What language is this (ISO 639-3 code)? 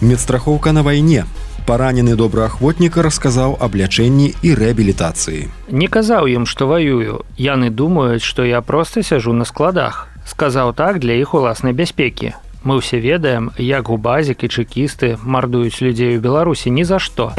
bel